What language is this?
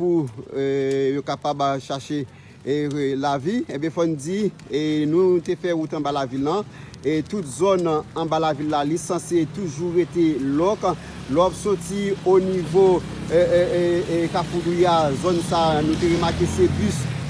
Haitian Creole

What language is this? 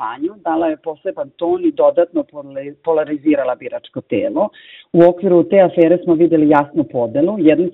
Croatian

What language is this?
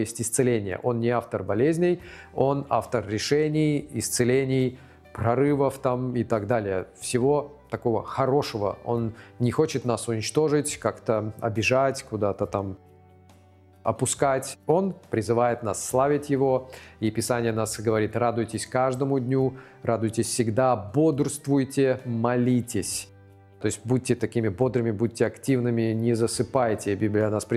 Russian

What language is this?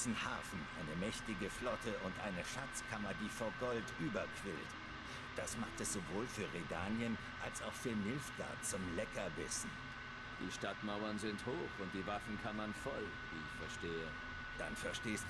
German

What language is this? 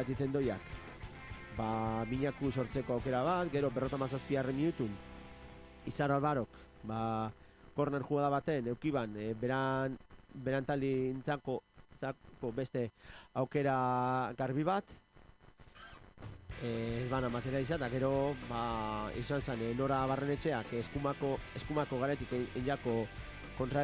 Basque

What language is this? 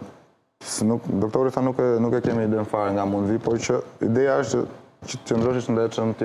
Albanian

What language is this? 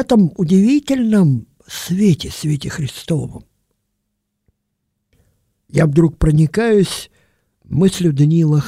Russian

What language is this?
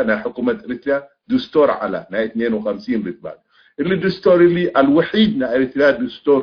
Tigre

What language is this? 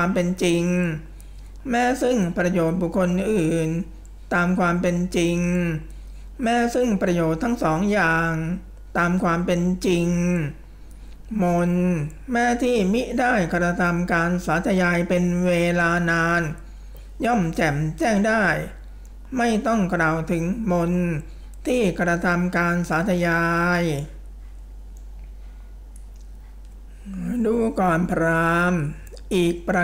Thai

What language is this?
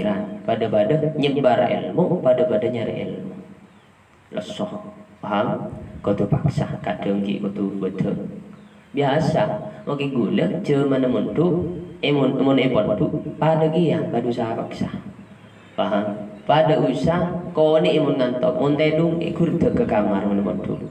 Madurese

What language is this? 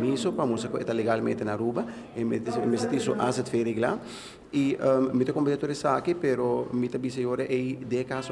Papiamento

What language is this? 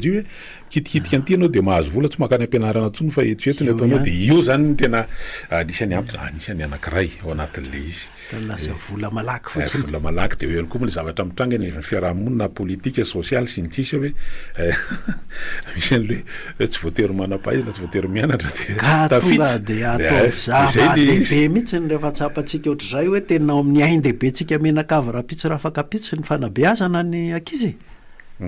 Malagasy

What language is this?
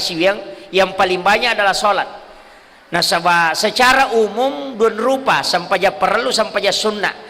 Buginese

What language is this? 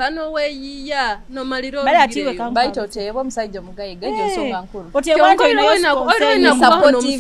Nyoro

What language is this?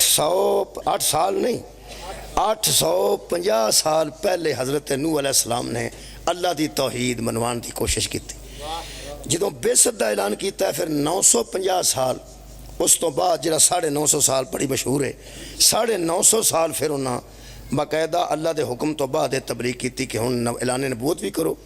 Pahari-Potwari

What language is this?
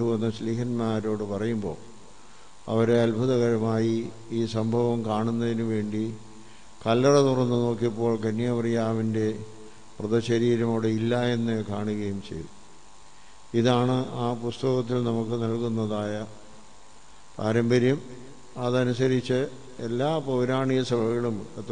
Malayalam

